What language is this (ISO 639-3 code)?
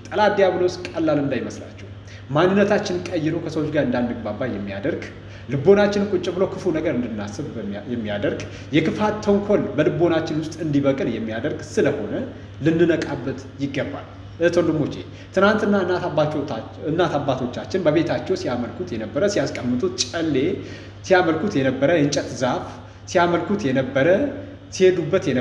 amh